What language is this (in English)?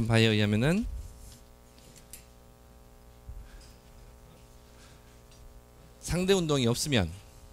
Korean